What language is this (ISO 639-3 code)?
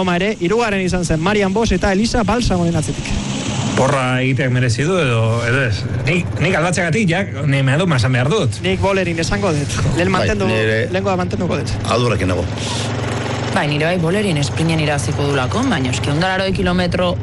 eus